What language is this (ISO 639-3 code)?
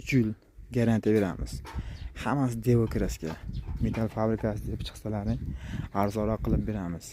uzb